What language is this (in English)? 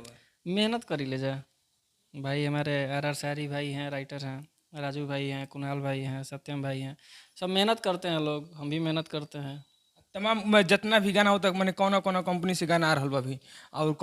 Bhojpuri